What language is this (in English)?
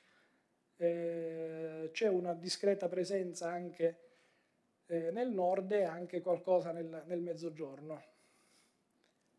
Italian